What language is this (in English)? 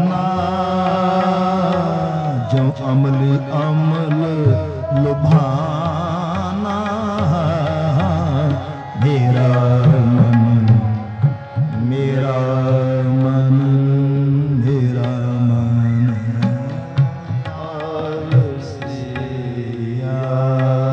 Punjabi